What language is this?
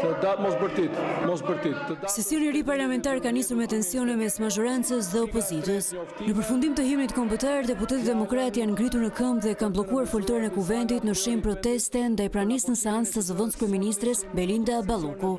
Albanian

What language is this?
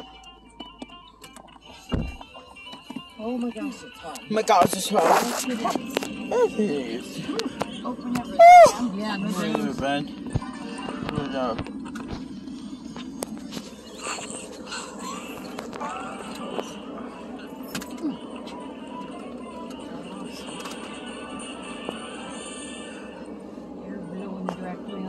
English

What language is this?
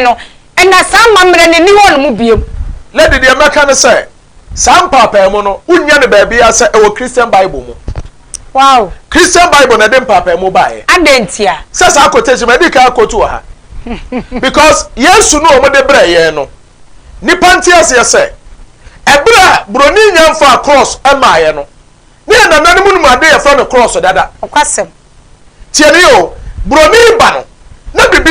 Akan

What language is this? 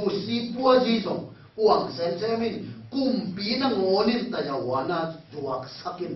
Tedim Chin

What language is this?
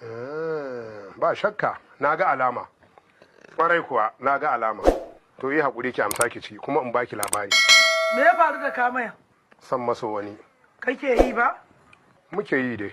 Hausa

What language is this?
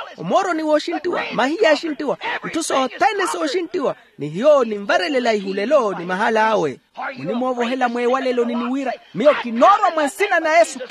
Makhuwa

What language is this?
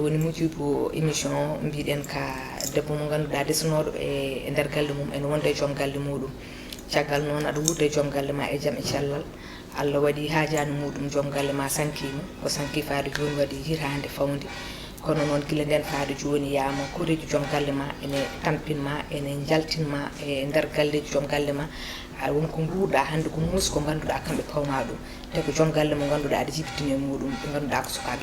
Fula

